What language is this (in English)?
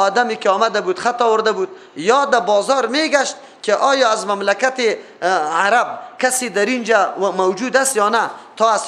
Persian